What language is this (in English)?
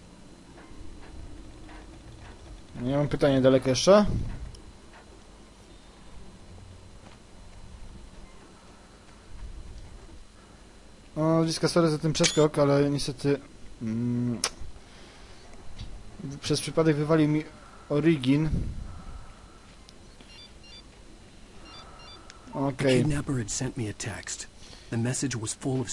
Polish